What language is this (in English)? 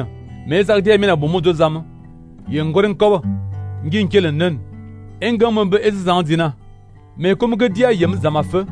Fang